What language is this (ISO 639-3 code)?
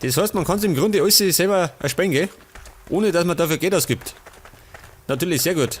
bar